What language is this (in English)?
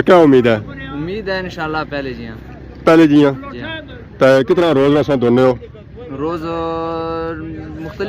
Pahari-Potwari